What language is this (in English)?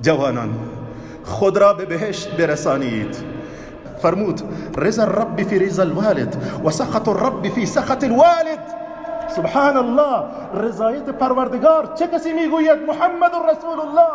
Tajik